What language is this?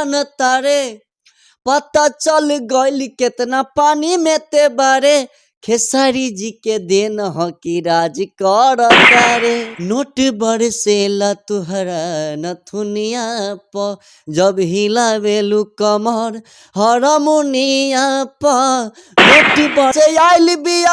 Bhojpuri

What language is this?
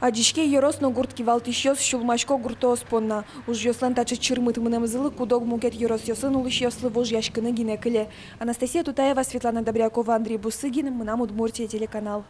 Udmurt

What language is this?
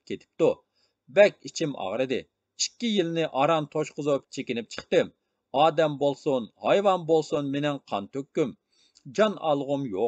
Uyghur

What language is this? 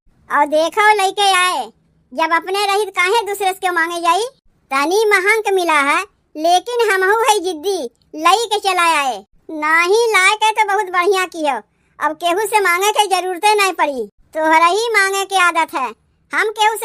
Awadhi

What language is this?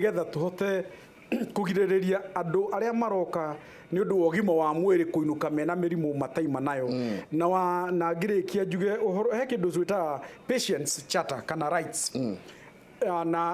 Kikuyu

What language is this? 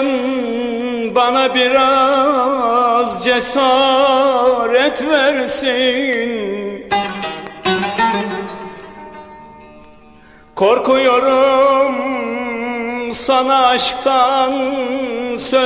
Turkish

